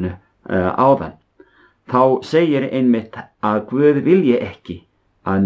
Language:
Icelandic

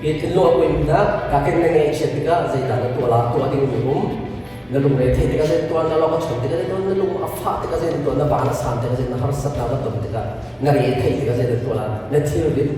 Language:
Hakha Chin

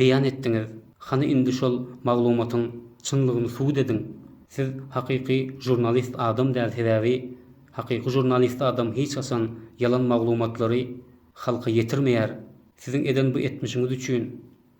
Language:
Turkmen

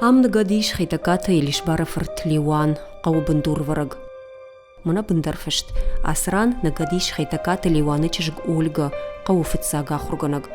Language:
Ossetic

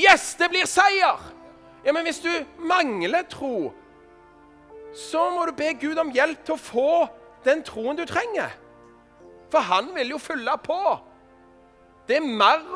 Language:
Norwegian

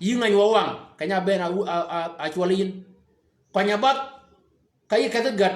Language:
Shilluk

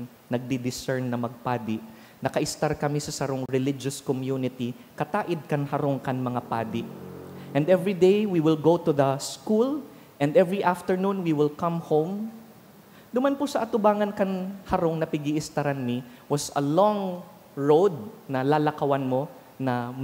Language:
Bikol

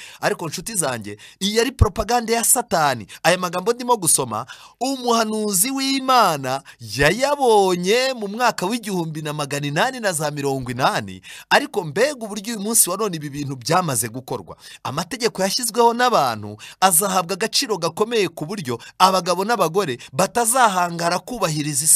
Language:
Kinyarwanda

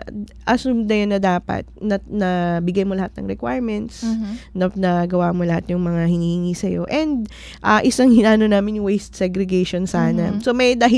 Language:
Filipino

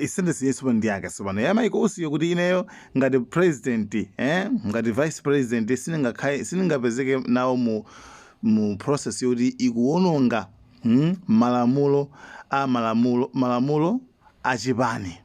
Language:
Nyanja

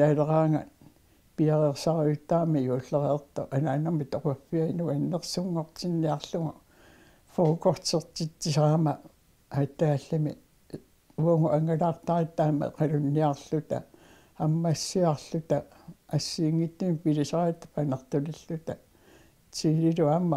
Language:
Kalaallisut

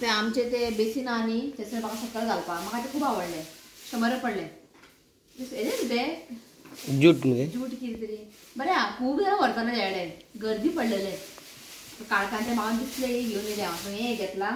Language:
Konkani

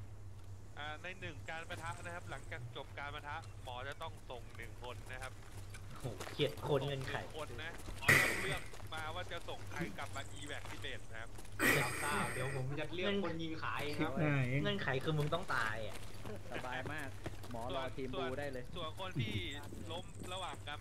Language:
Thai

